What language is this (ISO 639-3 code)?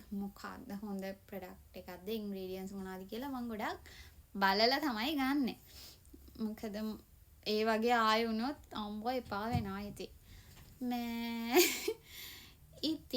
sin